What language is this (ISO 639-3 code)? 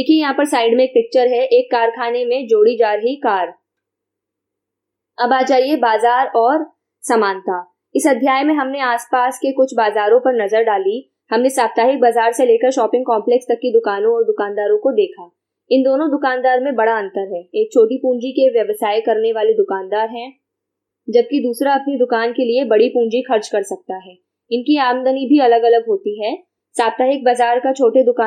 hin